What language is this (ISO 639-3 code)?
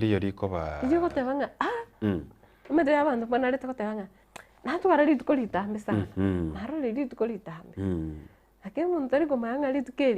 guz